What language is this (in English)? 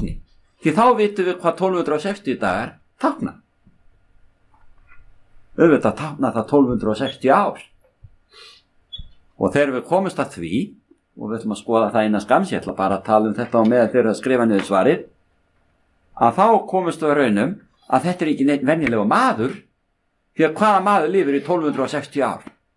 Icelandic